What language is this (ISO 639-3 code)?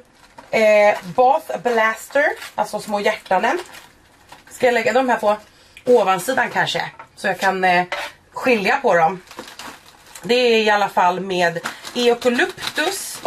swe